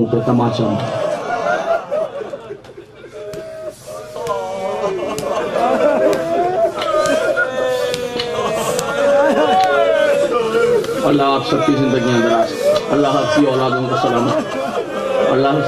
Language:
Urdu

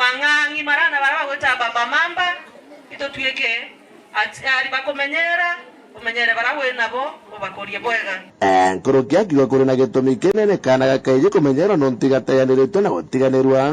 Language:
Meru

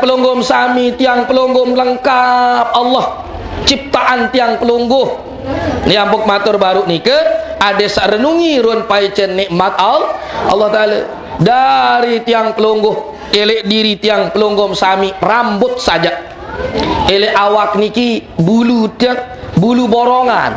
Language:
Sasak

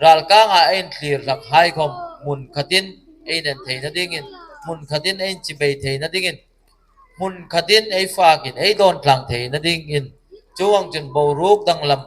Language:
Hmar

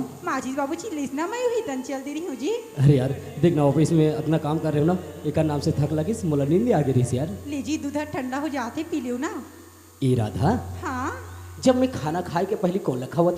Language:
Chhattisgarhi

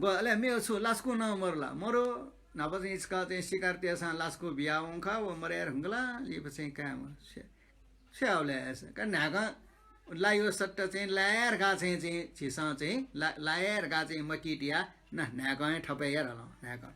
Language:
Newari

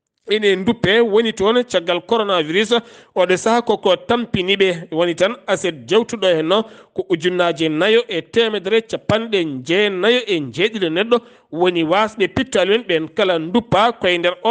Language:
Fula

